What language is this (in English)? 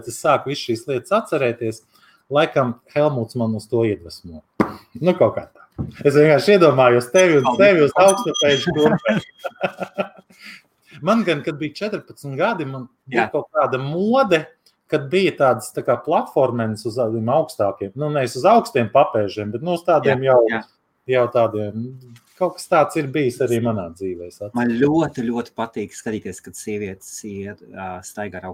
Latvian